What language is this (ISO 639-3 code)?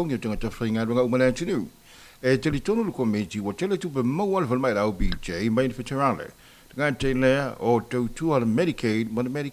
smo